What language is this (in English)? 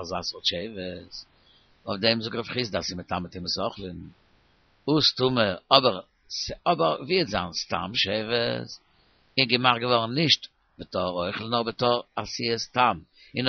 Yiddish